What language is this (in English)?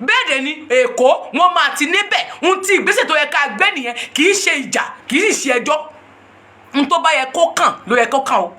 Yoruba